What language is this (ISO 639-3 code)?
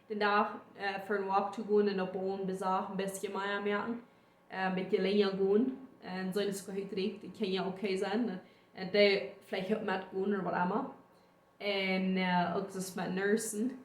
pdt